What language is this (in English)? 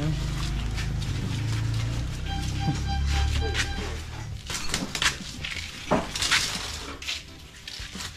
Filipino